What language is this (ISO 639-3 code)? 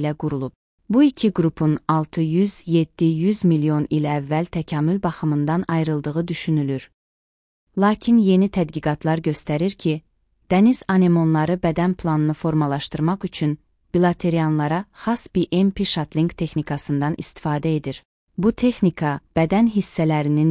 aze